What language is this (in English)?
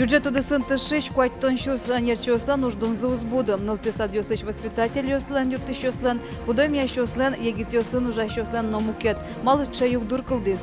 Udmurt